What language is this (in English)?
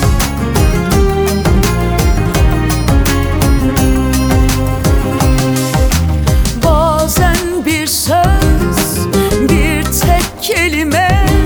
Turkish